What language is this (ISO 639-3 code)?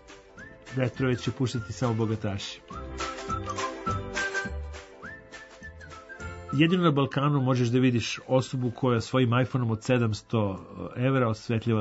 srp